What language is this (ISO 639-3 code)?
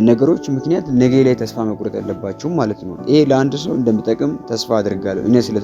amh